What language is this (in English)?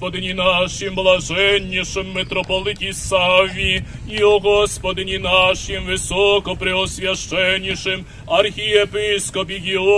Rusyn